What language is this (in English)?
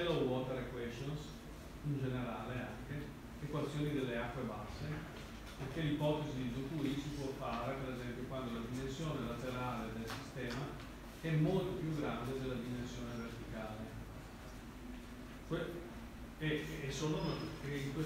Italian